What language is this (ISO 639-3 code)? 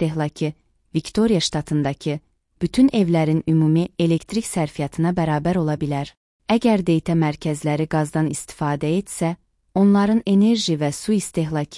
aze